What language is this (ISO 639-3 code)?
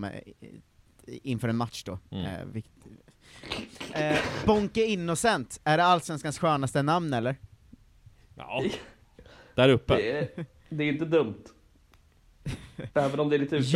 swe